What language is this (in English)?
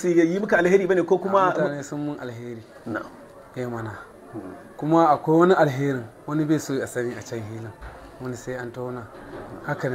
Hausa